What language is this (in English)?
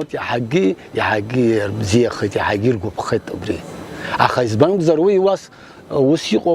Abkhazian